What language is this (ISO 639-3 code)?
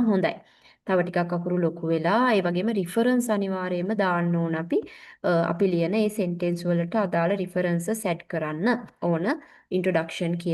sin